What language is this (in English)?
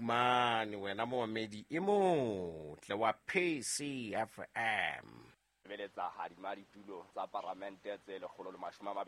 Southern Sotho